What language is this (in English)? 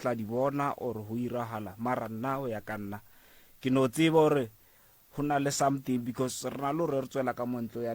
Northern Sotho